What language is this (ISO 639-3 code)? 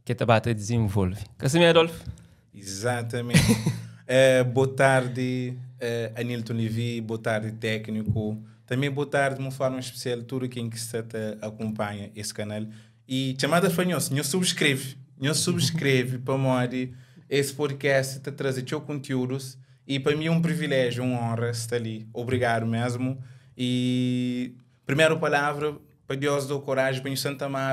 kea